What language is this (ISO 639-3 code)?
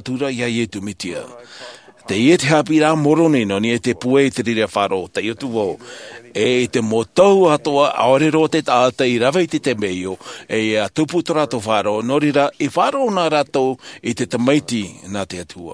tah